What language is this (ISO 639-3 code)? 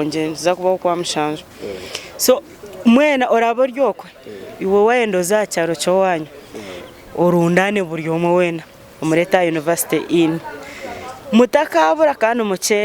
nyn